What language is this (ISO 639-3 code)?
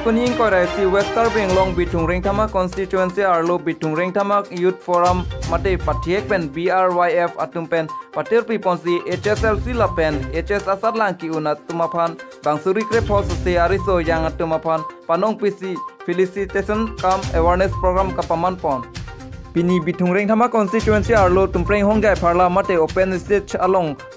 mjw